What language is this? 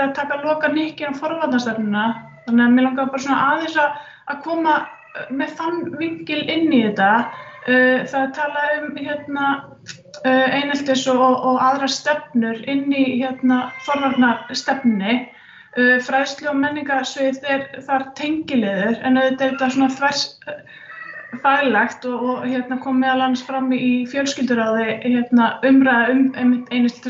Icelandic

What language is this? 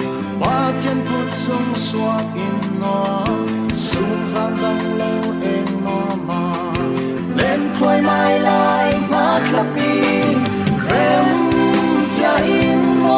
Falam Chin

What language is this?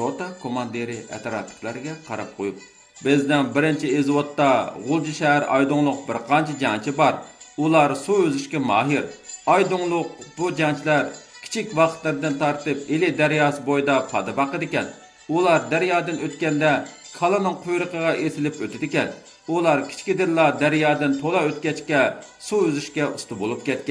Uyghur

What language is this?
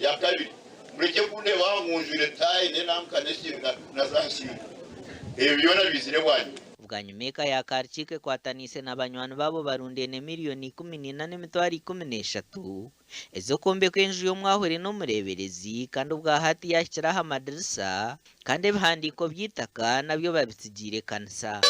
Nyankole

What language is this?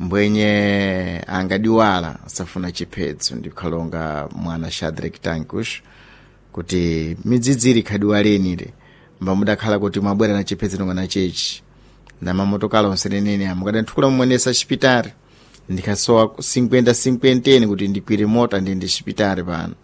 Sena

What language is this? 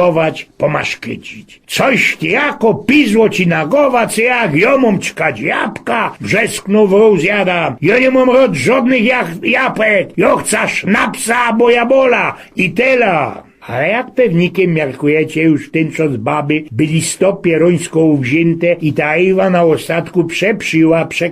Silesian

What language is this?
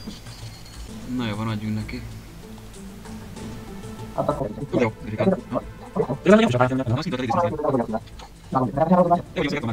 Hungarian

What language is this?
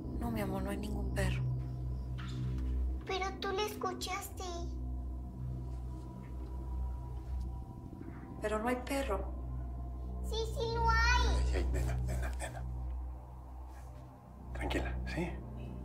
Spanish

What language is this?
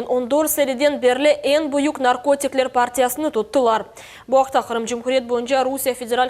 Crimean Tatar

